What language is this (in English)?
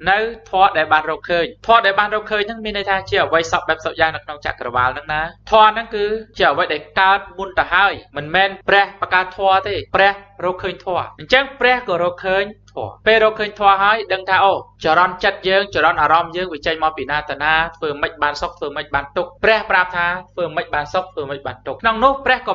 Khmer